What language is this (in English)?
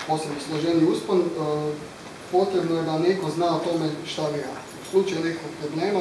Croatian